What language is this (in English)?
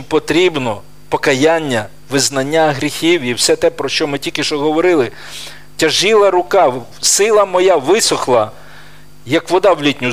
Ukrainian